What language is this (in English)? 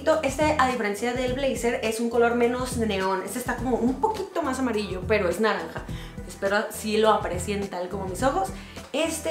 Spanish